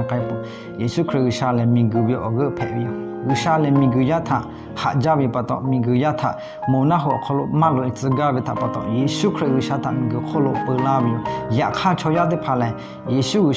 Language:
Lahu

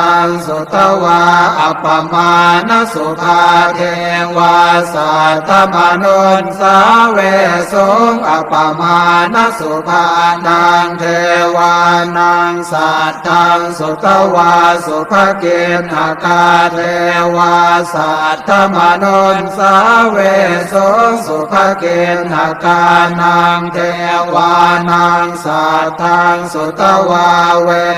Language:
Pali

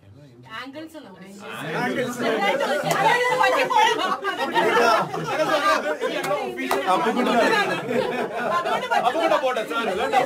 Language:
Malayalam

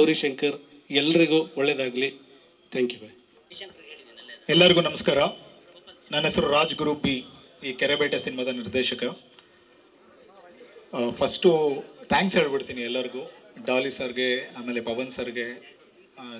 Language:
Kannada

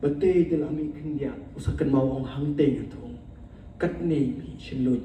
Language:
Khasi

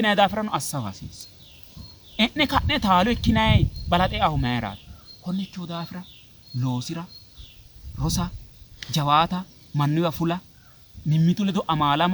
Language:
Sidamo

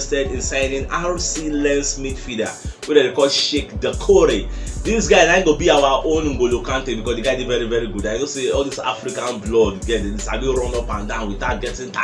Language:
Nigerian Pidgin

